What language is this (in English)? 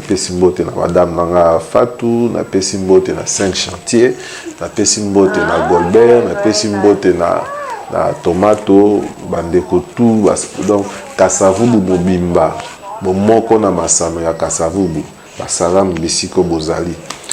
Lingala